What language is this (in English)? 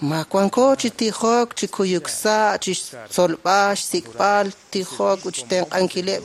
Kekchí